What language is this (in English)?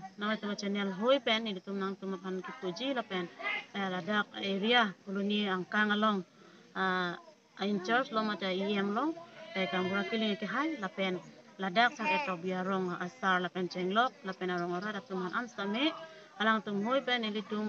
Karbi